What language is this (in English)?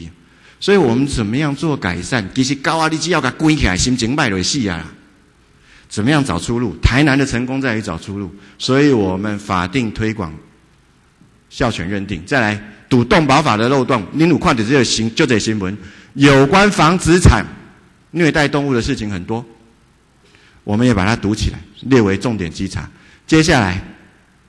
Chinese